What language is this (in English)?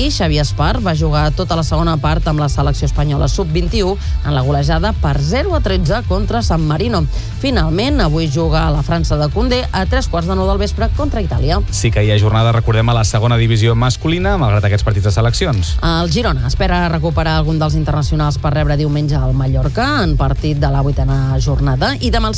Catalan